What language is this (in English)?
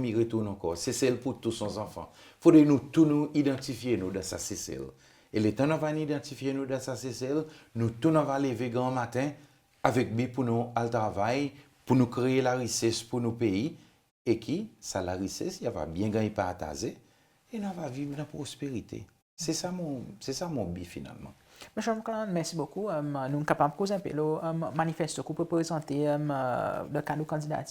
Seselwa Creole French